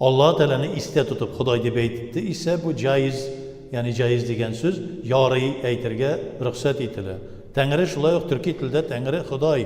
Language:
Tatar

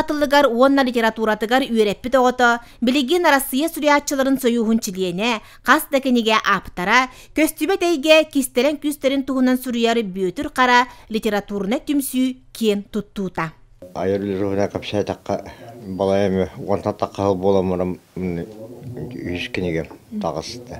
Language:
Yakut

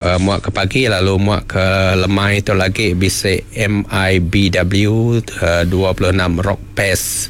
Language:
Iban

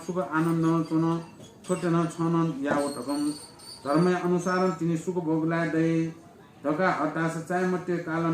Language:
Newari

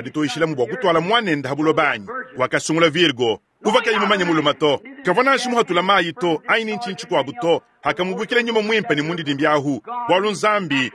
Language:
Luba-Lulua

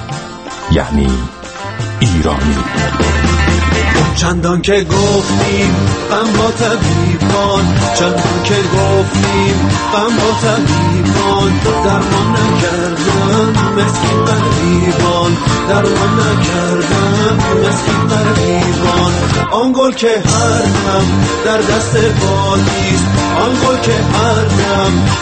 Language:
Persian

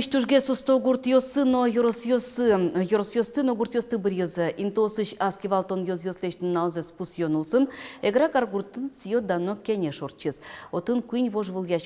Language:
Udmurt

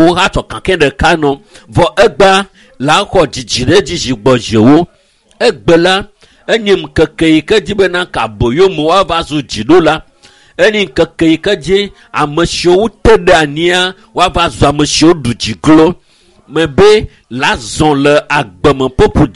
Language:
Ewe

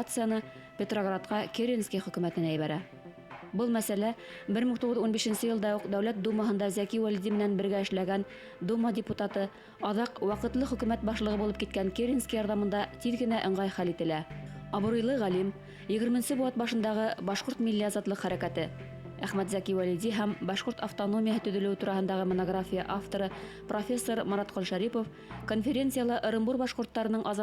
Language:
Bashkir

